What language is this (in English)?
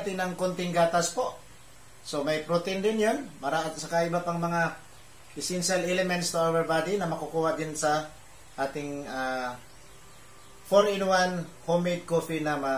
Filipino